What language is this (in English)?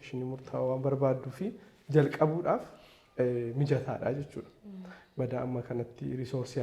Oromo